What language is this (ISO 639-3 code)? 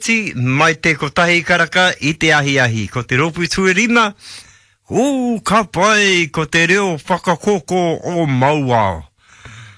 mri